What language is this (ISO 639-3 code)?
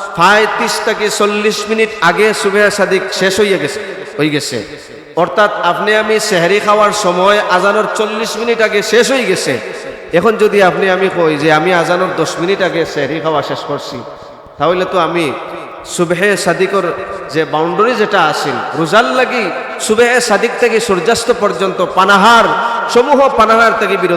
syl